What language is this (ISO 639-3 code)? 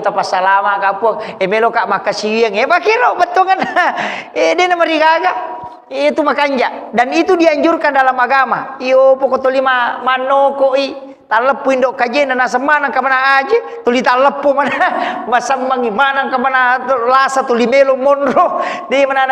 bug